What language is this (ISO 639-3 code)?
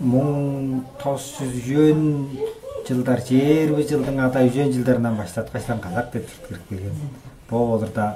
tyv